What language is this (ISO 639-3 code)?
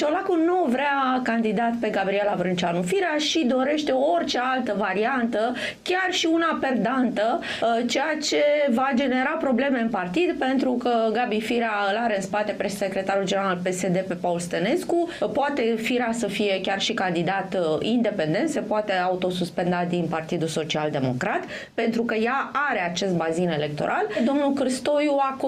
ron